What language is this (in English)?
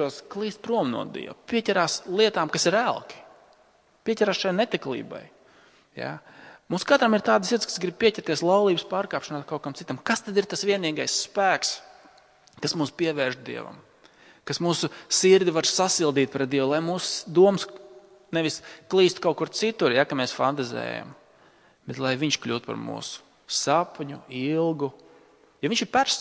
Latvian